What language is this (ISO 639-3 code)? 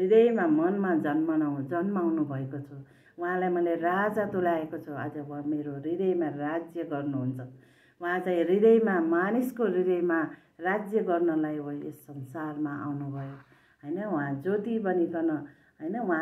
nep